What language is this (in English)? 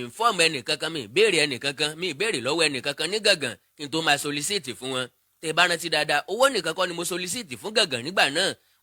Yoruba